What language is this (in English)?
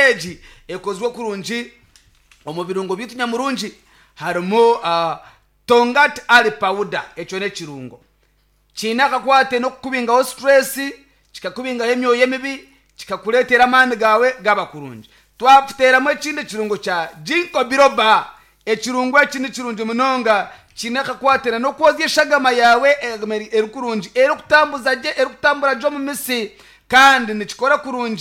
Nyankole